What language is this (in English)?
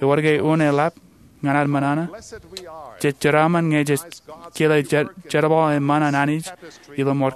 Marshallese